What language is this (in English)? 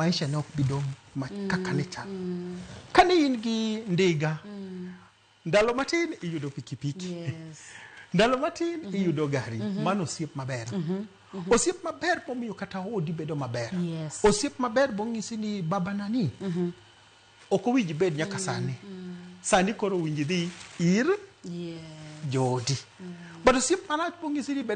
Luo (Kenya and Tanzania)